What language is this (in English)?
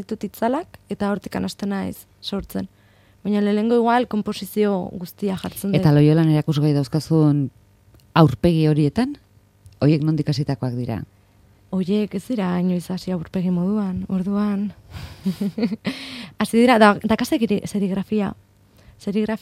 Basque